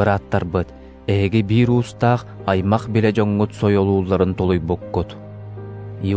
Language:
Yakut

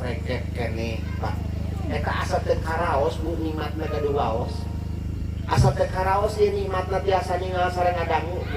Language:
Sundanese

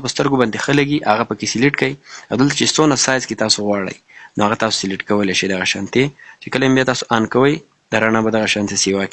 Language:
Pashto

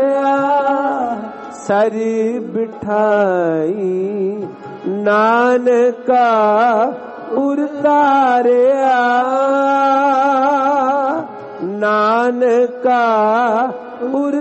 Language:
Punjabi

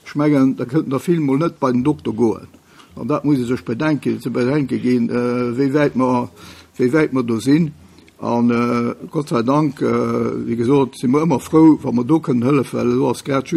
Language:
Luxembourgish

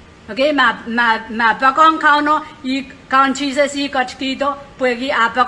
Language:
Pohnpeian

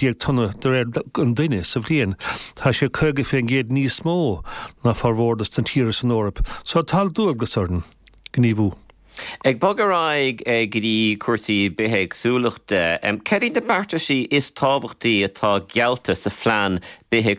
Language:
Irish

